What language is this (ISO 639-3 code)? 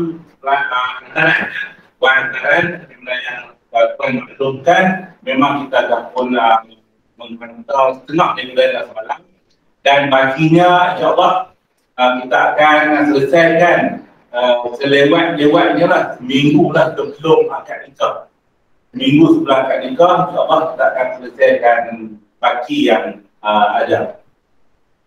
msa